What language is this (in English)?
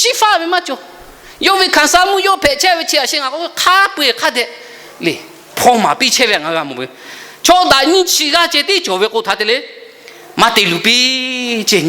Lahu